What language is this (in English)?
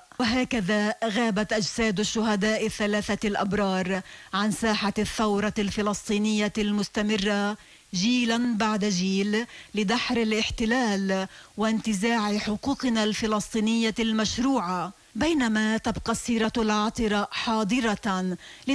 Arabic